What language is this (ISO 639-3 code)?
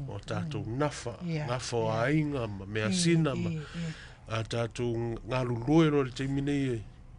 smo